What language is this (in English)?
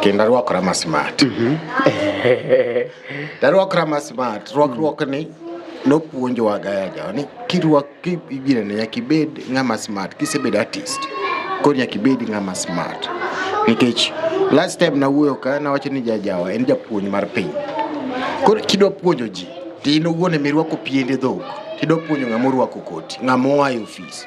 Luo (Kenya and Tanzania)